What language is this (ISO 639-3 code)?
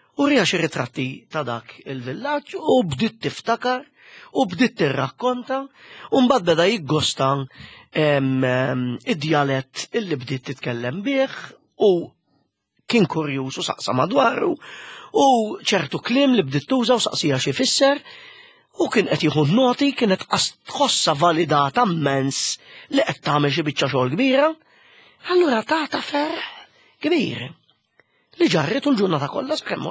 mlt